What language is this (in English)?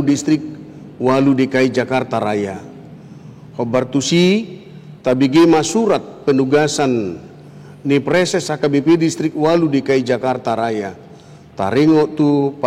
Batak Toba